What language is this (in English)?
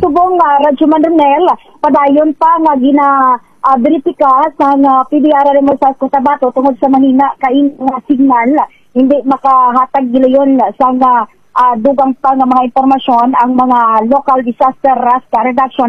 Hiligaynon